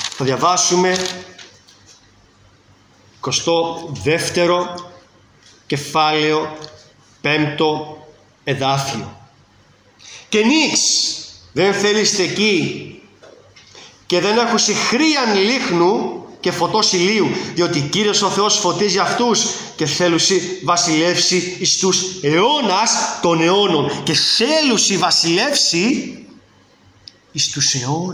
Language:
Greek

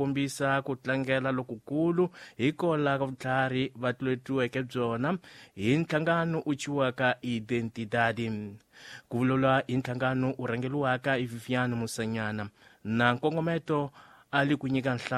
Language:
Tsonga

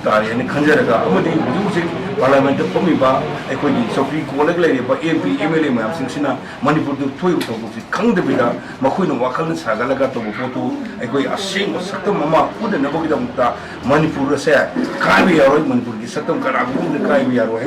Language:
Manipuri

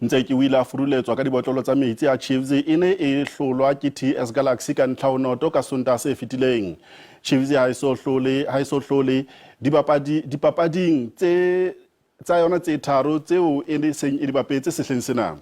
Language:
Southern Sotho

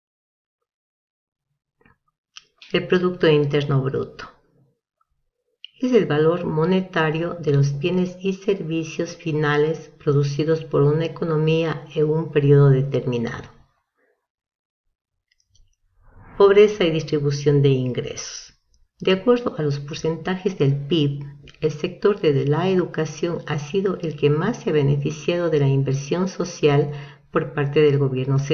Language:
Spanish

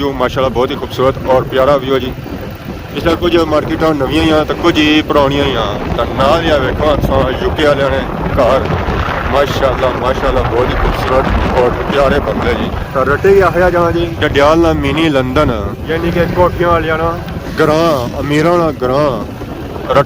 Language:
Pahari-Potwari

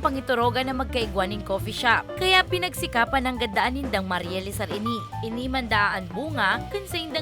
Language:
Bikol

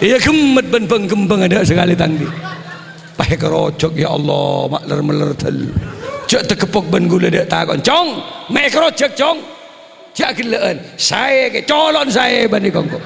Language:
Madurese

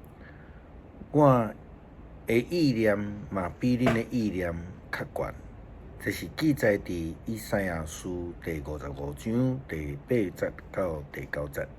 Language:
Min Nan Chinese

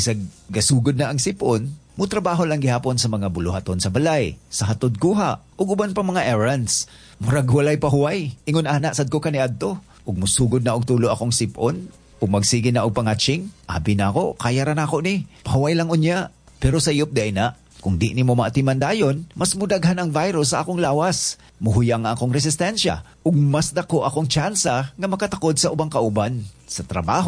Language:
Cebuano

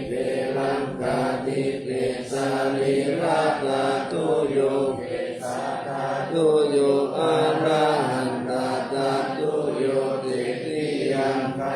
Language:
Pali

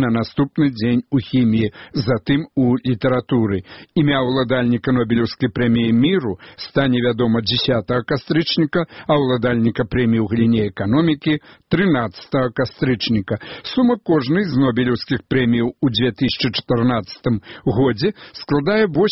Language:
Belarusian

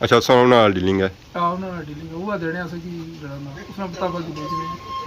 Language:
Pahari-Potwari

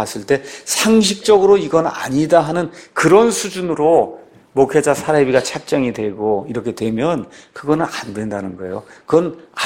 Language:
Korean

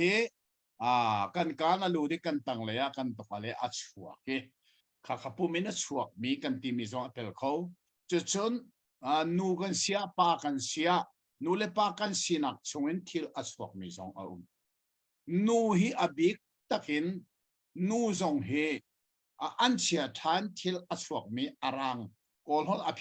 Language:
Hakha Chin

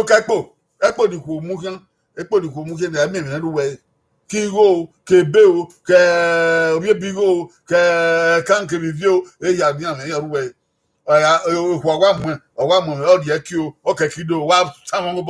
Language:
Bini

